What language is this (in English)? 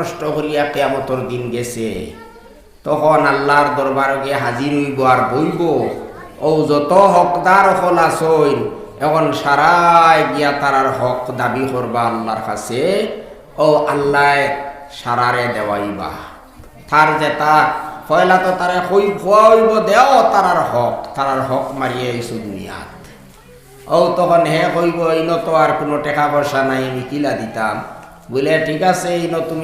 Sylheti